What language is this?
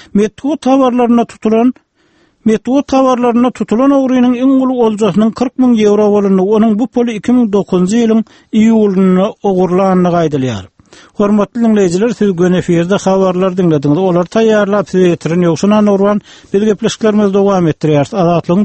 Turkmen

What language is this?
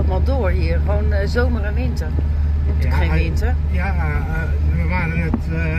Dutch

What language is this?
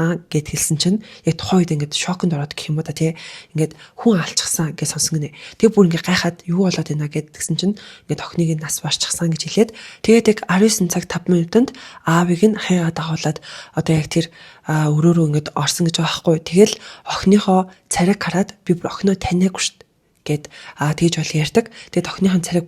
Mongolian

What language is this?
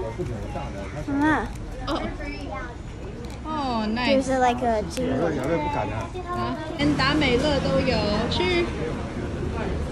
Chinese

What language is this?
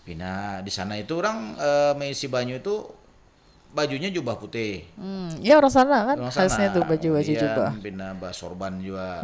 Banjar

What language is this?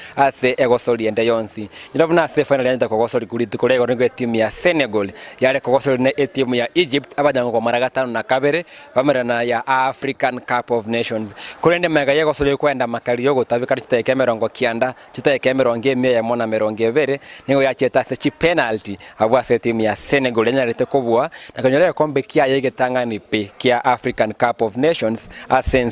Gusii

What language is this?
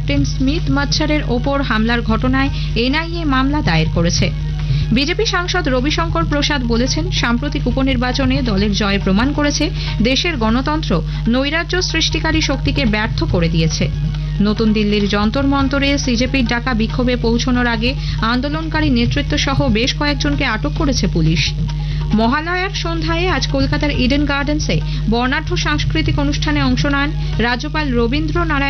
Bangla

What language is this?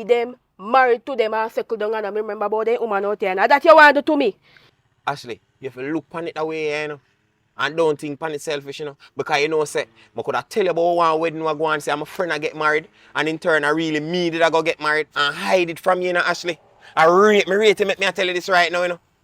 Jamaican Creole English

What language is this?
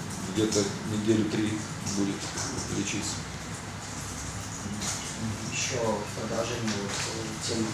Russian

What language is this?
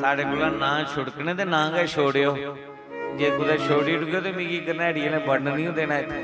Dogri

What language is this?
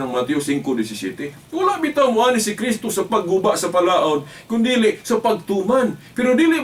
Cebuano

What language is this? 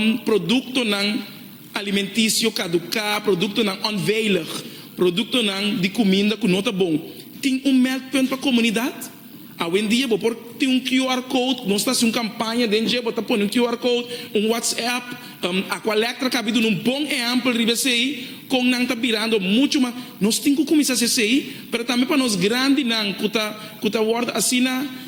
Papiamento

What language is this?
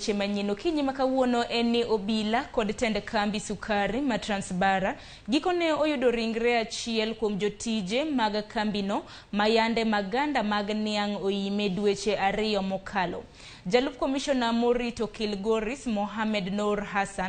Luo (Kenya and Tanzania)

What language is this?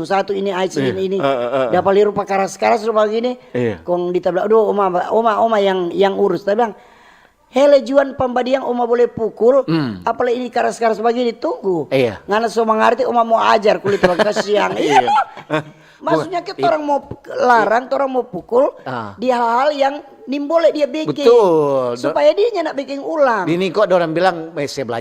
Manado Malay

